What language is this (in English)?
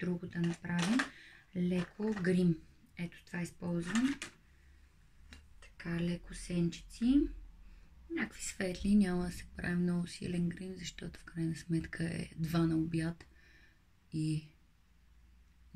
Bulgarian